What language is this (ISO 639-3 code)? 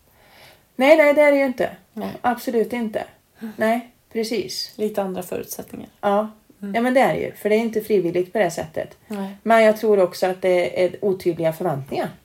swe